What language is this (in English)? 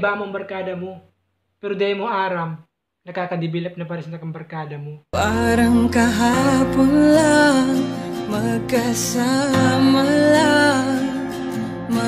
Bikol